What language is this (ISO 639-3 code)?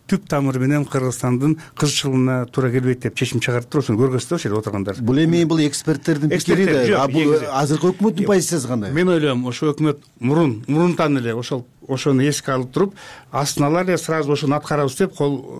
kir